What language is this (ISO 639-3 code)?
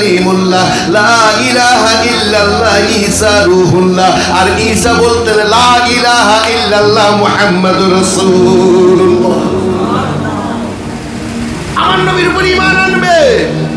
ben